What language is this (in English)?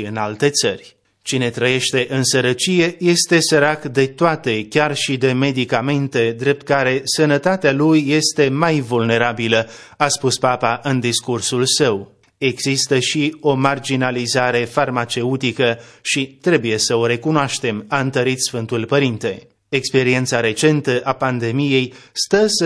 Romanian